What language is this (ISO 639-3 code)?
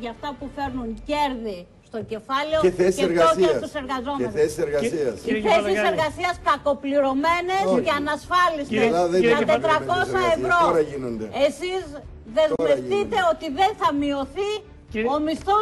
ell